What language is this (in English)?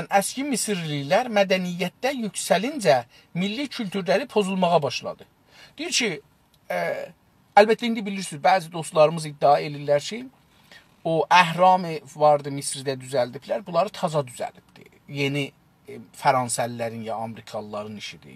South Azerbaijani